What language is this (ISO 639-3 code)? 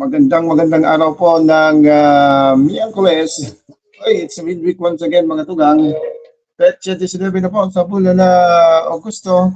bik